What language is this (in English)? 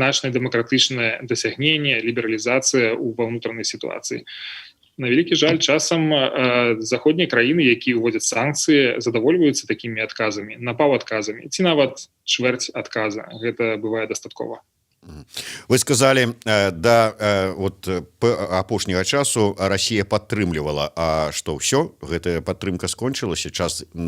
Belarusian